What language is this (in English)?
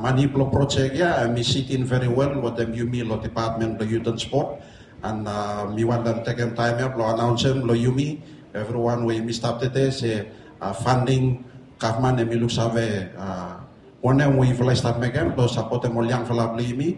Bislama